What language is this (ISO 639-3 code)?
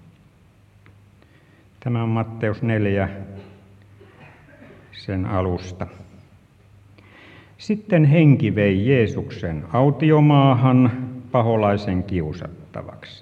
fin